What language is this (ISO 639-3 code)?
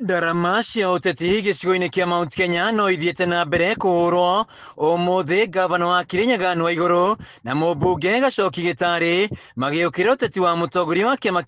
kik